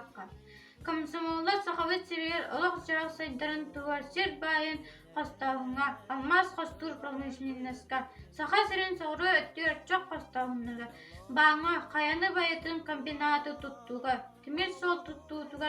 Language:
Yakut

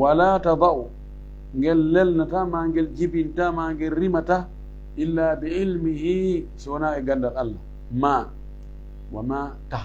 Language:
Fula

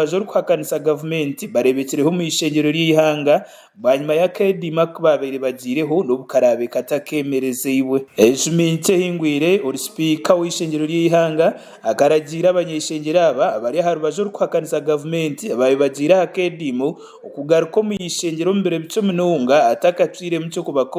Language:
Nyankole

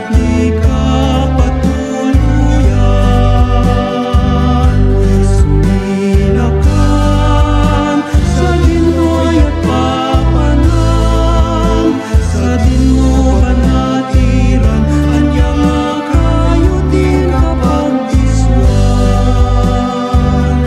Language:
Iloko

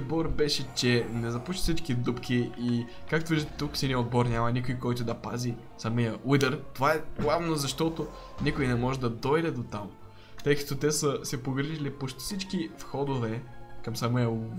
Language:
Bulgarian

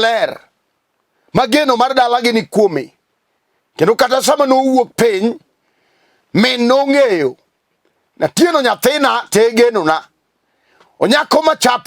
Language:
Luo (Kenya and Tanzania)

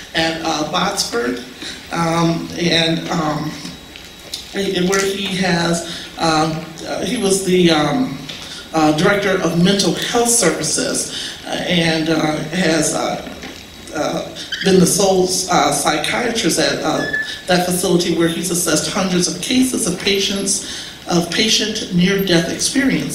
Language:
English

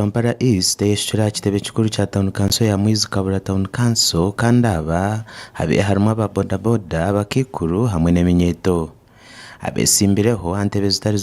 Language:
Nyankole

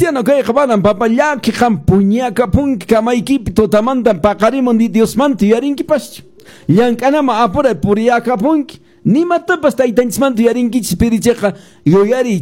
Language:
Quechua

